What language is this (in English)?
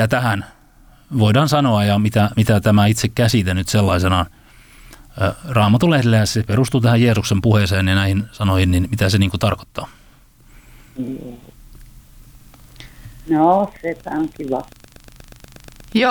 Finnish